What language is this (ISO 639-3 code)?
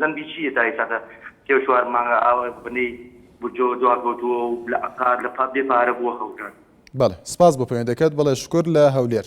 ckb